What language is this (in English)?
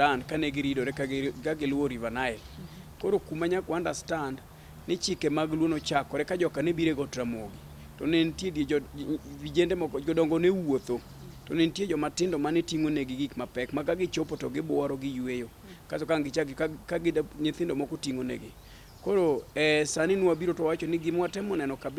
Luo (Kenya and Tanzania)